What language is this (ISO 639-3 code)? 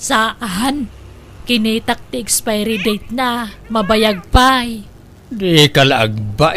ilo